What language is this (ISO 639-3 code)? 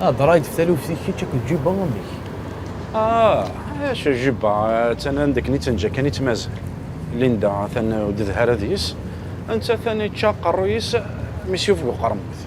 kab